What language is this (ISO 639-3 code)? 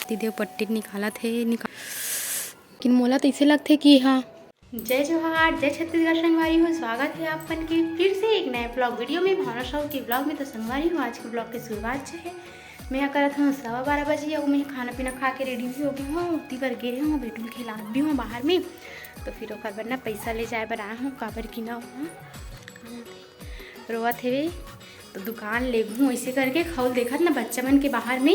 hne